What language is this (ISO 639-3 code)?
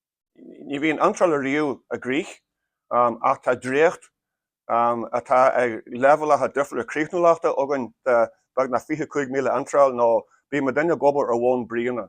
gle